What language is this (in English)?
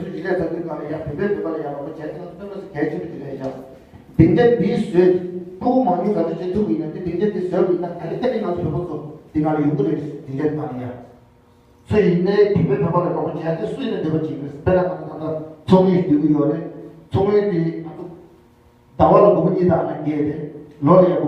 Tibetan